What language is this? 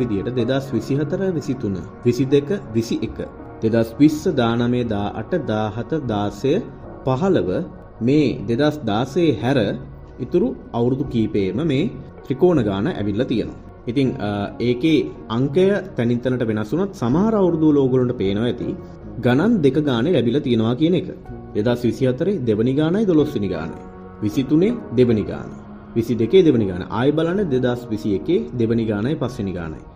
Sinhala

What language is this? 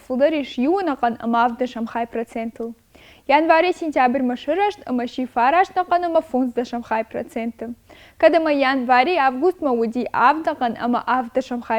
Ossetic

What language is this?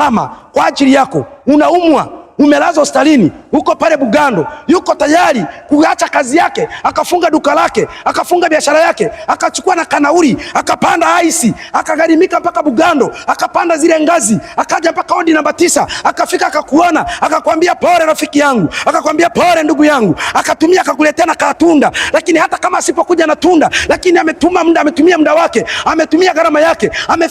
Swahili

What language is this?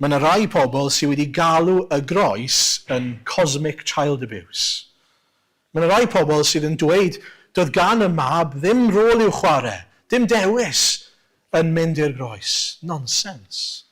Welsh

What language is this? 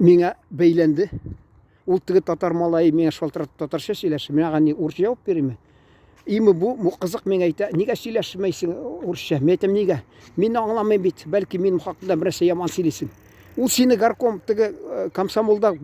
Tatar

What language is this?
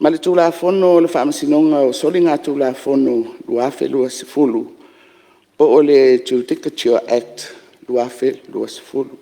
Samoan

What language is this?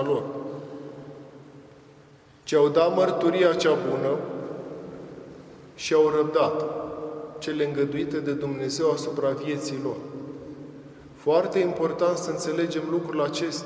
Romanian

